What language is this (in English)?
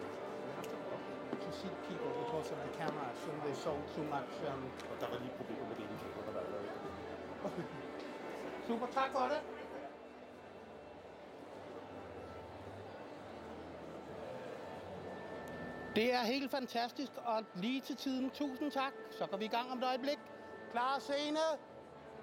Danish